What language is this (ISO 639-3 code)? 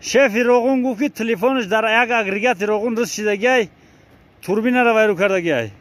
tgk